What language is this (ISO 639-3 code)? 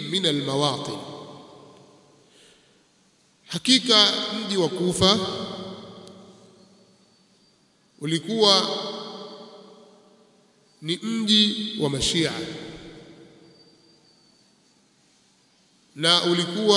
swa